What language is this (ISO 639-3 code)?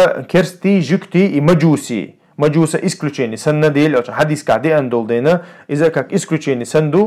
che